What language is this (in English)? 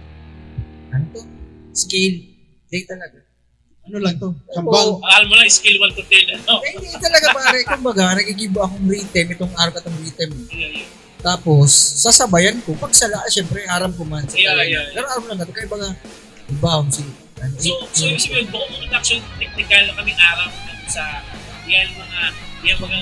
Bikol